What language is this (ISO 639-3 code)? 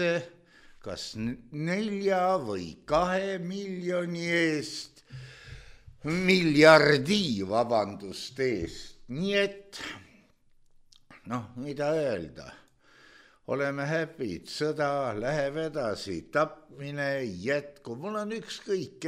est